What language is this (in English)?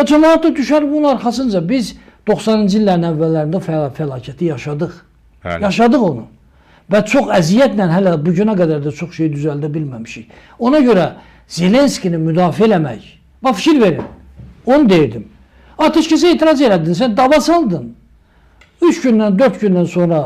Azerbaijani